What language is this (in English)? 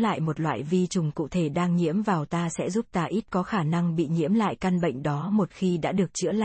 Vietnamese